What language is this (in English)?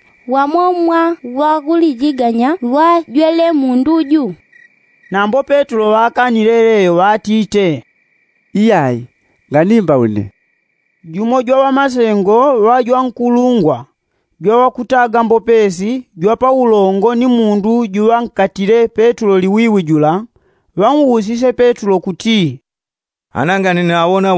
Yao